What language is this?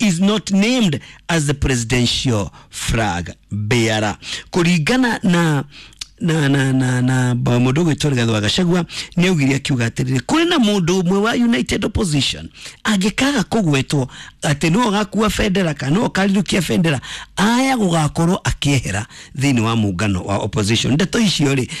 Kikuyu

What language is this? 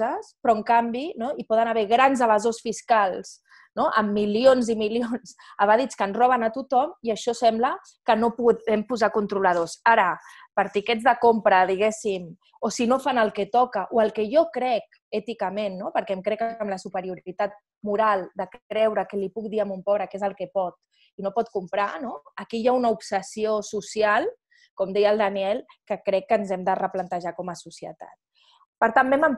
Catalan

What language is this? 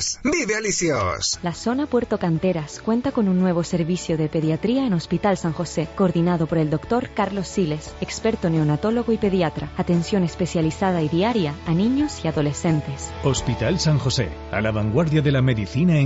Spanish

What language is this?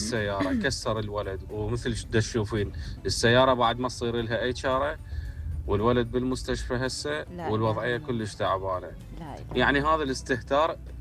Mesopotamian Arabic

